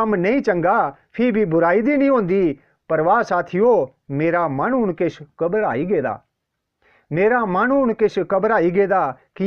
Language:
Dogri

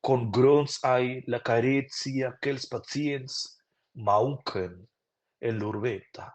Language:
Romansh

